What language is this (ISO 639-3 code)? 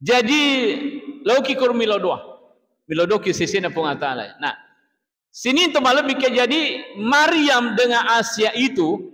bug